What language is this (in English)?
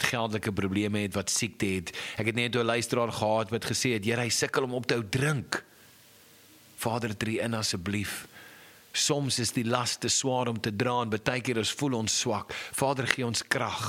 Afrikaans